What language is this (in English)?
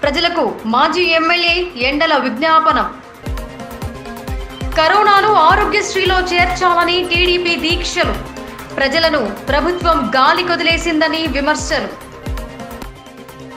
Telugu